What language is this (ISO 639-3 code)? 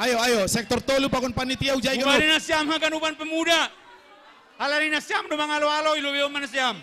bts